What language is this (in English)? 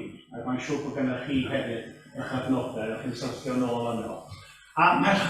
Welsh